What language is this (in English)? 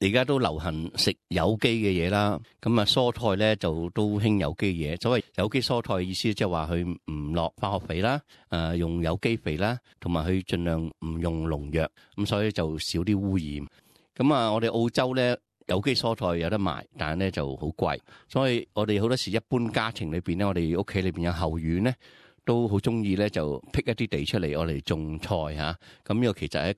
Cantonese